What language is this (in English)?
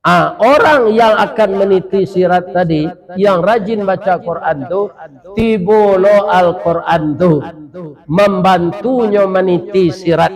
Minangkabau